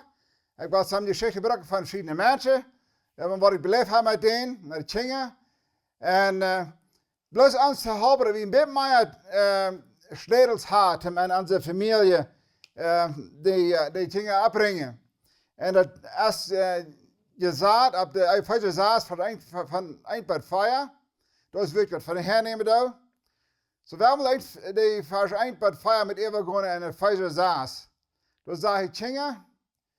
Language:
Plautdietsch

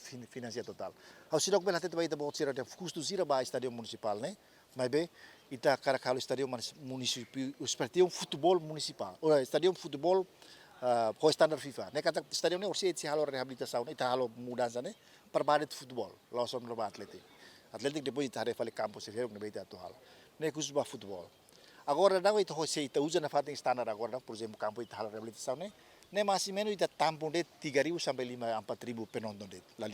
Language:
Tetum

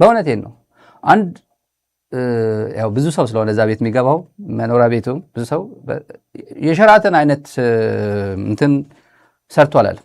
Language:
Amharic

